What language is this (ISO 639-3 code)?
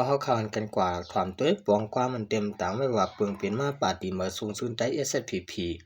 shn